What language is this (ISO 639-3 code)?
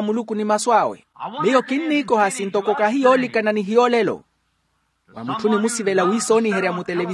vmw